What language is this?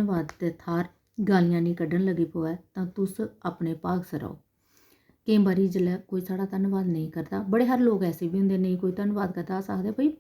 Dogri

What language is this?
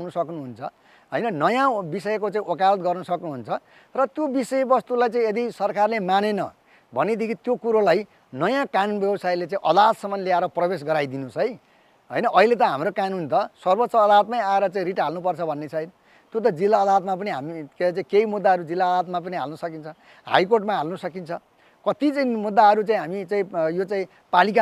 Nepali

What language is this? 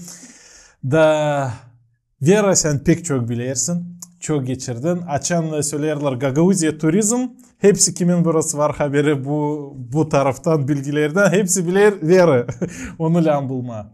Gagauz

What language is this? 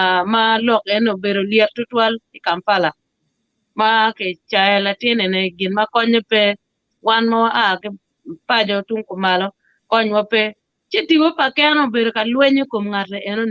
Acoli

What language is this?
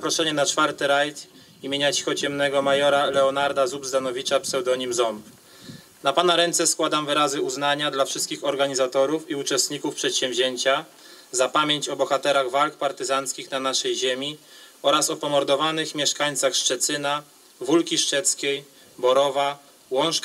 Polish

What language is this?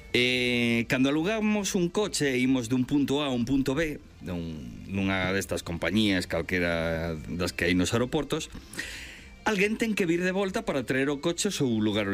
Galician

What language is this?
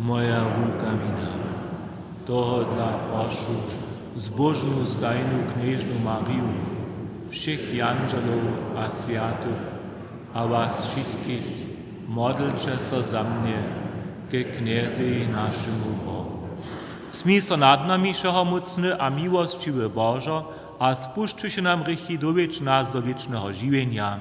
Upper Sorbian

